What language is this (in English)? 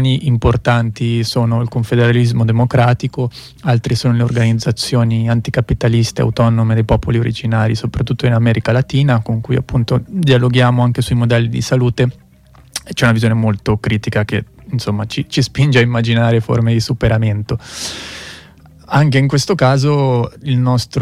Italian